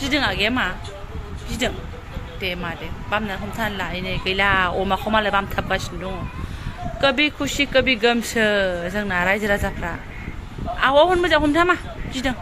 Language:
Bodo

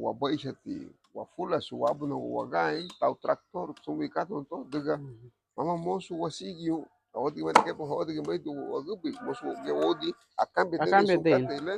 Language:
Garifuna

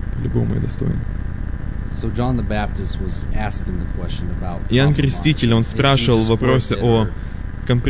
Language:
Russian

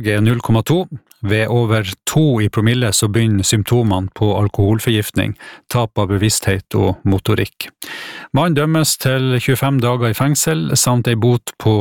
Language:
Norwegian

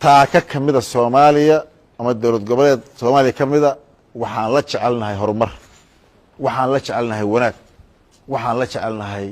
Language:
Somali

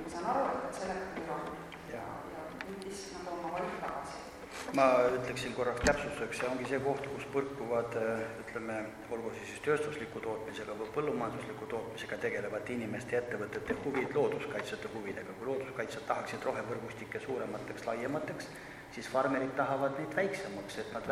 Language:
Estonian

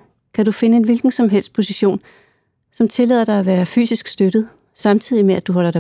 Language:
Danish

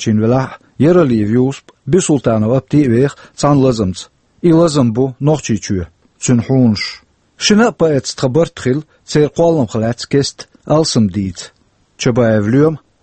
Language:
Chechen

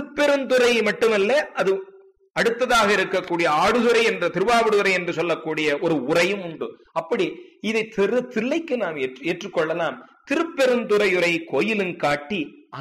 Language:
Tamil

